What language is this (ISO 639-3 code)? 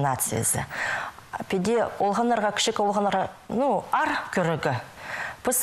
kjh